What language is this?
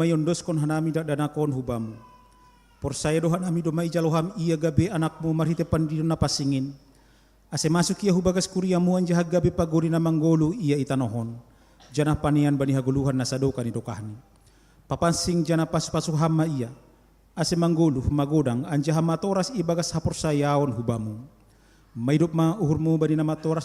Batak Simalungun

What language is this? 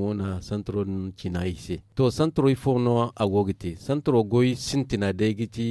Zarma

